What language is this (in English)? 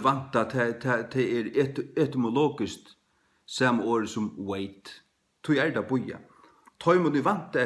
Faroese